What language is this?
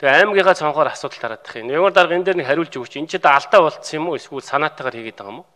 Mongolian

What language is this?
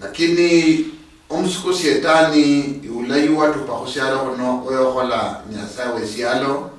Luyia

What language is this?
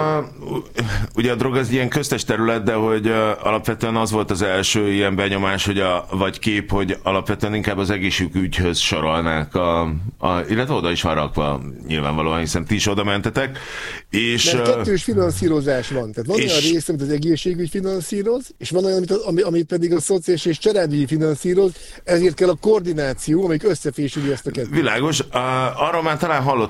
Hungarian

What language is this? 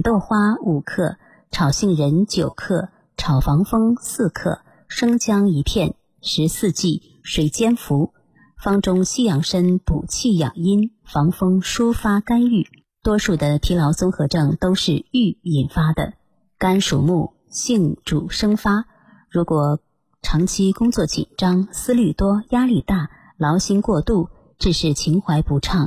Chinese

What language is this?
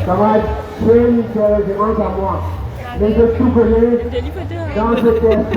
Morisyen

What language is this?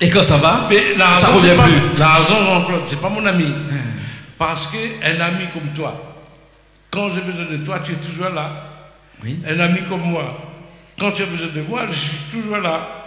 Réunion Creole French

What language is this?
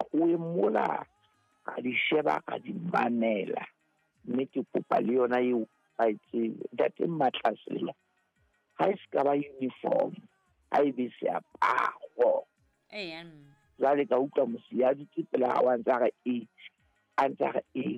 Southern Sotho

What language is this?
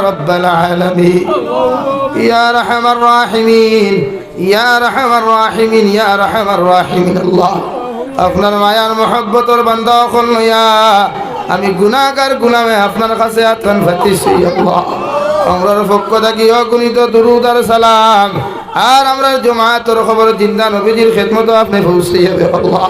Sylheti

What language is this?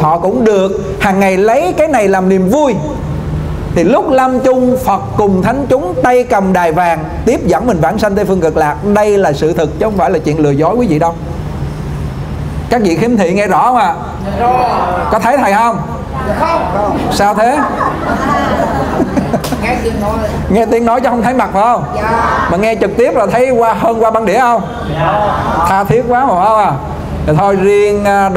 Vietnamese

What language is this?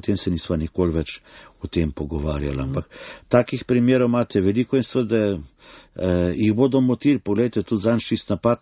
Slovenian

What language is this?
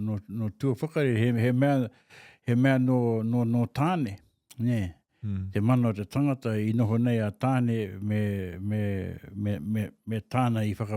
Māori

